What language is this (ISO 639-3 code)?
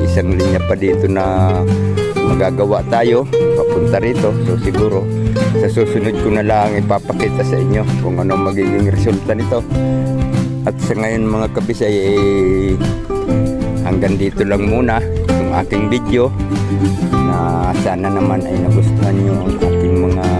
fil